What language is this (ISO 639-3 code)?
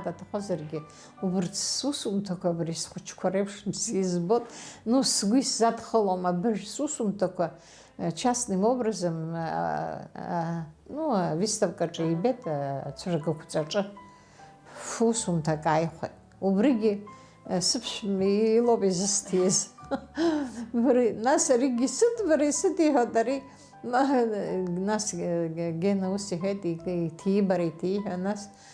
abk